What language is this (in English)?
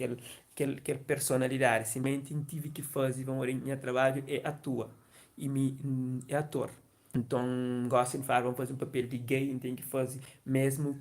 Kabuverdianu